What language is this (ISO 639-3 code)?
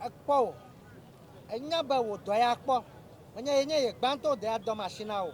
ewe